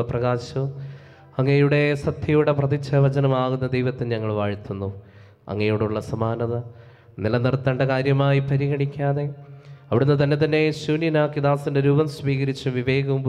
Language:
Malayalam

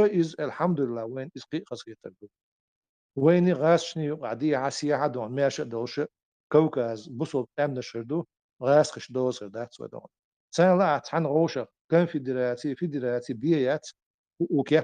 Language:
Chechen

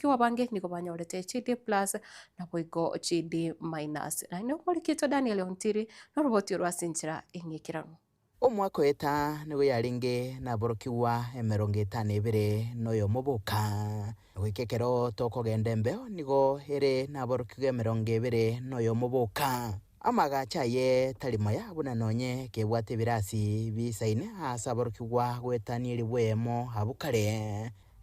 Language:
Gusii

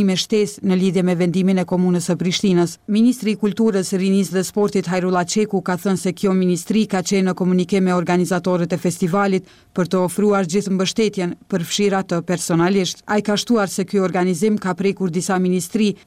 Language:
Albanian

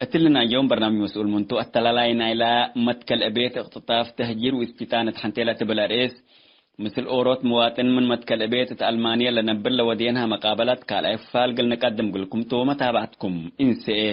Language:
Tigre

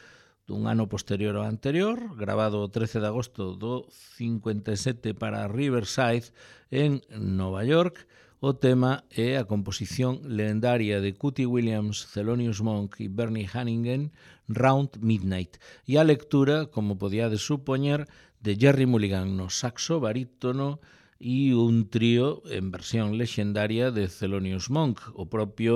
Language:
Galician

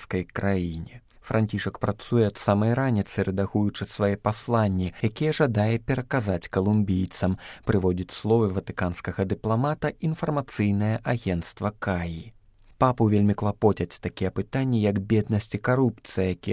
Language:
Belarusian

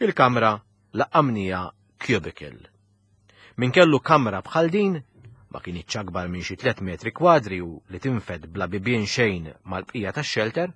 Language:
Maltese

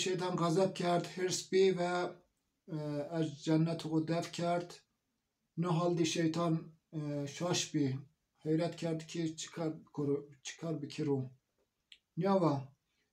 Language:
Zaza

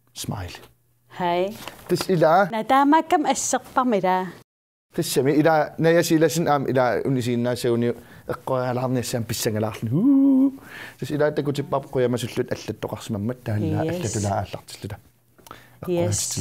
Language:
Kalaallisut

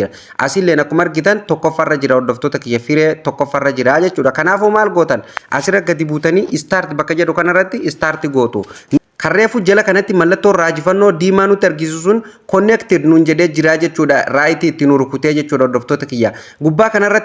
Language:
Oromo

